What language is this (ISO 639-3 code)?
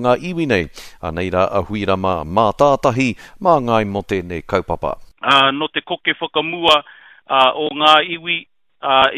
mri